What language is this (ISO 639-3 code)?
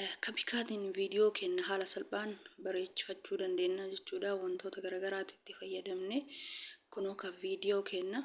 orm